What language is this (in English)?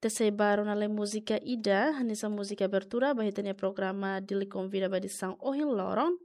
Tetum